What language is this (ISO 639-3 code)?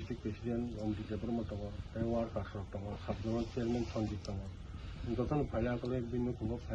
trp